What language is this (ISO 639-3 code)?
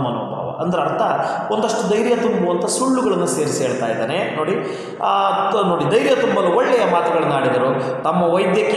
kan